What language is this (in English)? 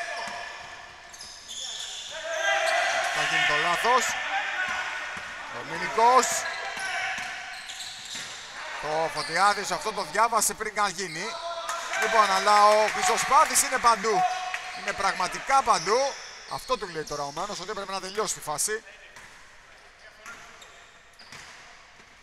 Greek